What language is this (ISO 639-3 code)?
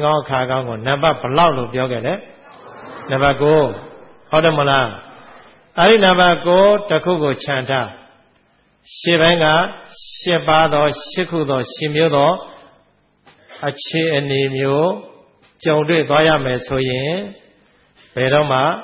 mya